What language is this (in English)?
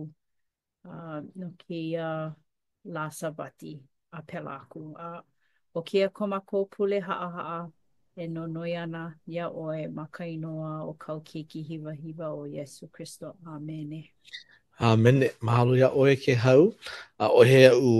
Hawaiian